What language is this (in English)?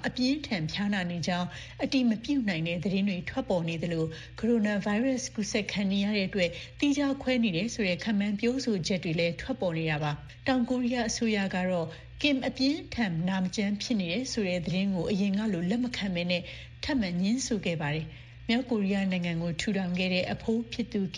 Burmese